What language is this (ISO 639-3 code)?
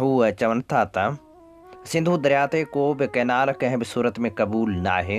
snd